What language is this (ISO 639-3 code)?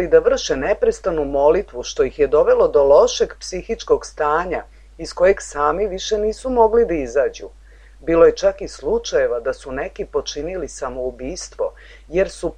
srp